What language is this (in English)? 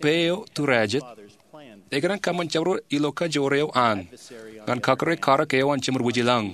Marshallese